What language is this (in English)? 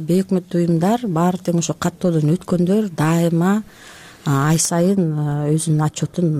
Kyrgyz